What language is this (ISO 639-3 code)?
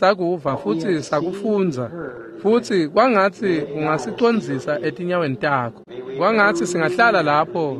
ssw